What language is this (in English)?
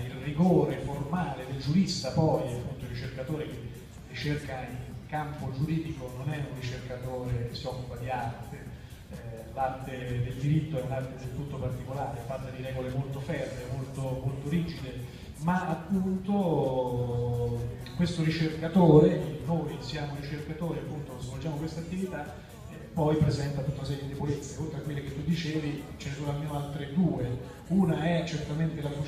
Italian